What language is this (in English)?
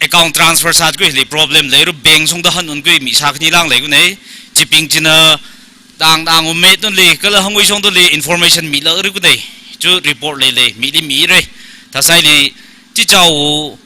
Tangkhul Naga (India)